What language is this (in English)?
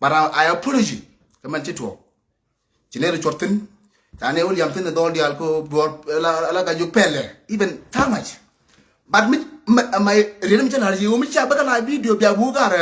Nuer